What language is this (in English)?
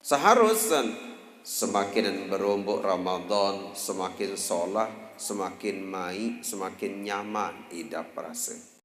Sasak